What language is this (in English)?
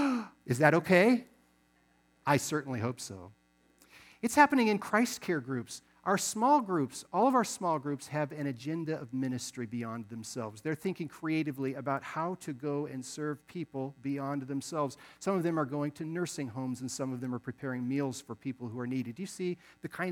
English